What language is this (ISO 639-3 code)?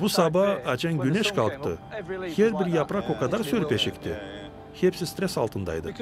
gag